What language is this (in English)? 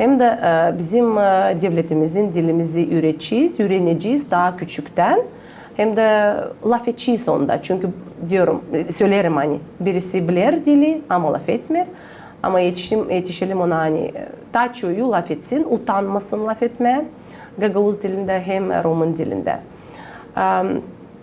Gagauz